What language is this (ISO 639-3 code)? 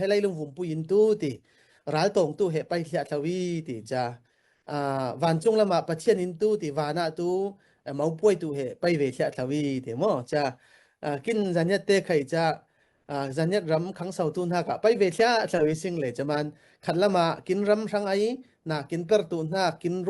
cfm